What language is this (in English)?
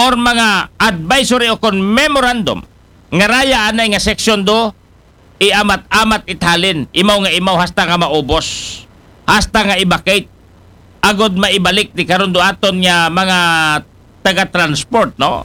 Aklanon